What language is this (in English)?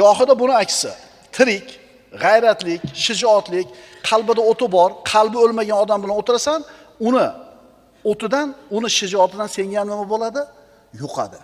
Uzbek